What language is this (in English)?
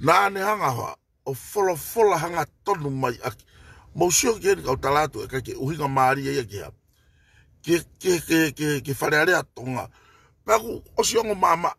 Tongan